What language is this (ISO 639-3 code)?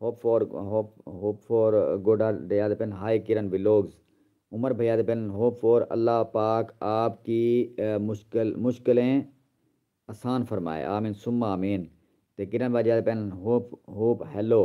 skr